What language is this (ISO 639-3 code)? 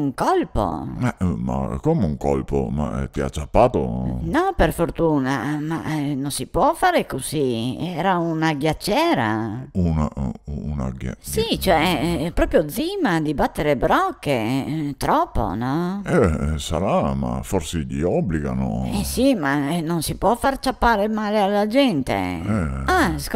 vec